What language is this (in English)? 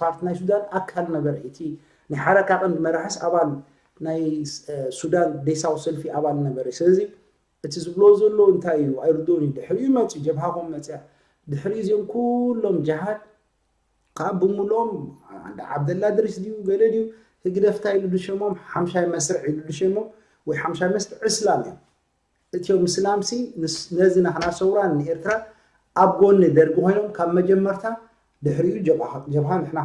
Tigrinya